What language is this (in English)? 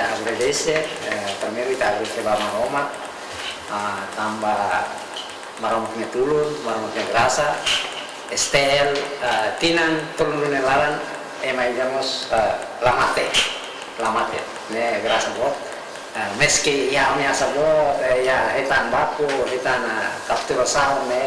Tetum